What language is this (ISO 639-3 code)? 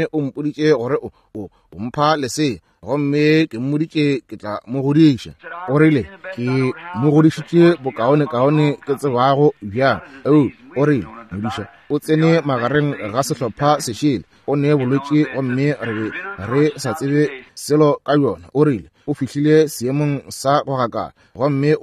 nso